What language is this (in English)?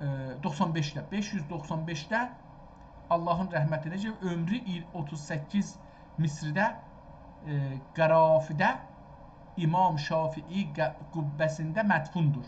South Azerbaijani